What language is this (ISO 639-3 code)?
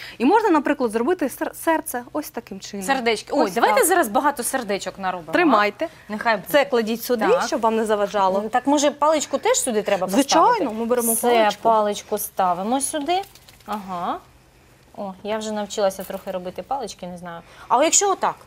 ukr